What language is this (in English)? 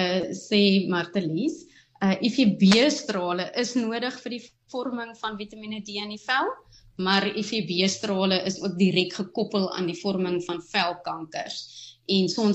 Afrikaans